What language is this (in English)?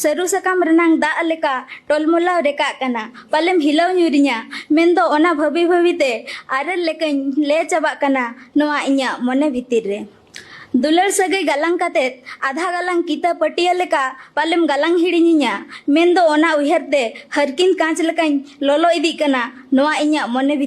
Santali